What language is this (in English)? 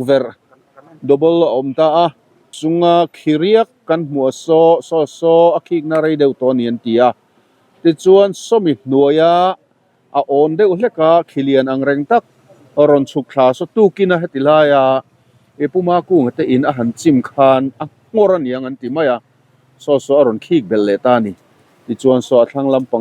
Mizo